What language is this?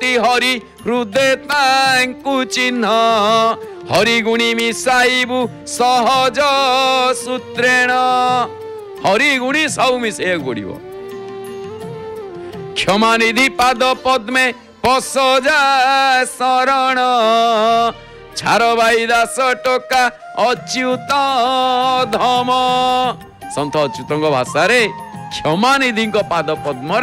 Odia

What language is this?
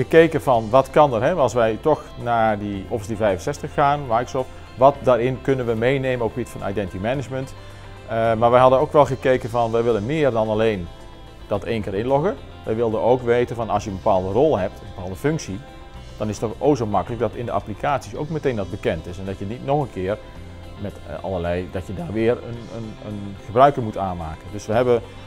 Dutch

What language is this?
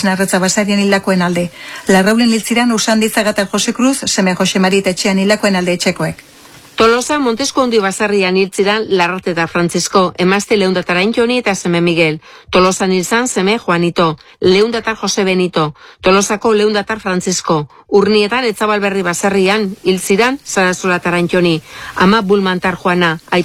Basque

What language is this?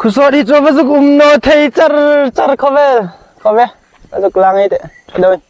Hmar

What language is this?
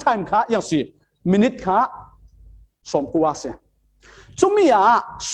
Falam Chin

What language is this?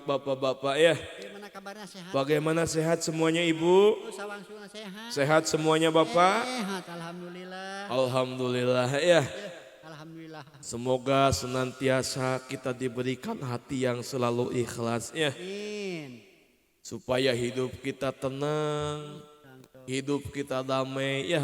Sundanese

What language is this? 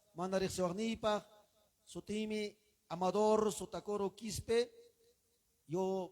Ayacucho Quechua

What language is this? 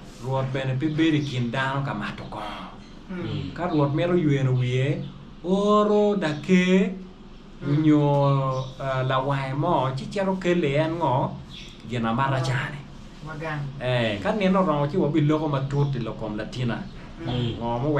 Acoli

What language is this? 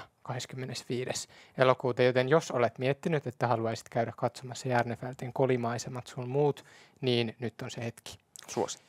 Finnish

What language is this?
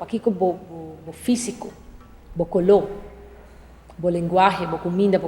Papiamento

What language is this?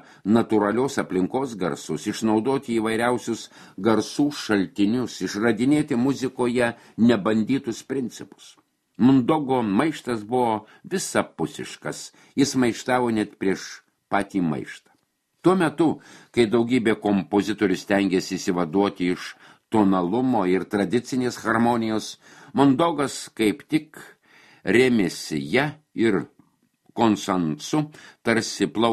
Lithuanian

